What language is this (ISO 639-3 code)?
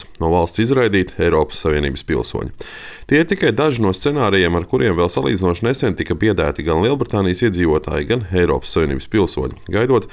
lav